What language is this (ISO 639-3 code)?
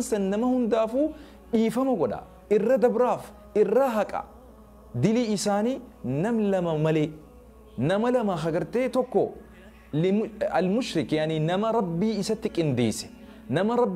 orm